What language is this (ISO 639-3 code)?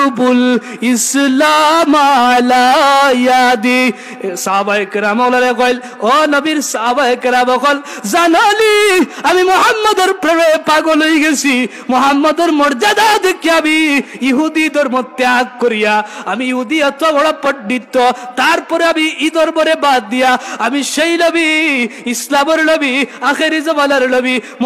syl